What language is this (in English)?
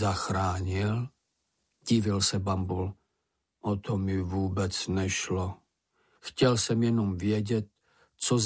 Czech